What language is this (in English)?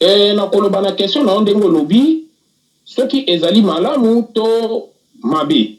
Lingala